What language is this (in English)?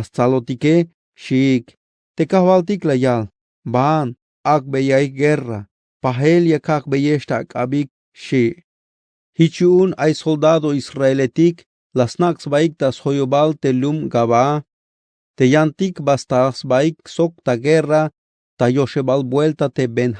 Tzeltal